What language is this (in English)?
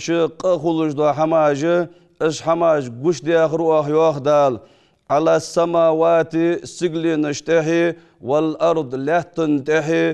Ingush